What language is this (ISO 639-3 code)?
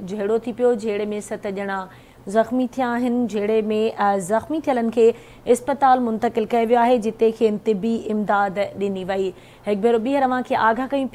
snd